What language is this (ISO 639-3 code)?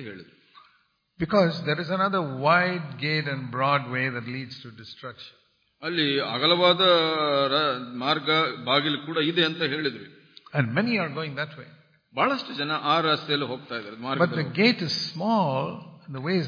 kan